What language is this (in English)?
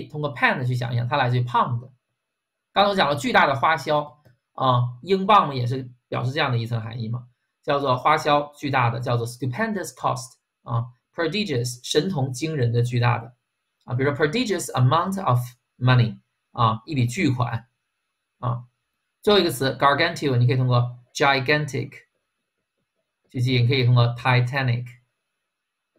Chinese